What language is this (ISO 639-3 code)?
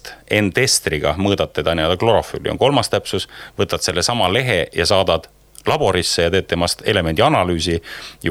est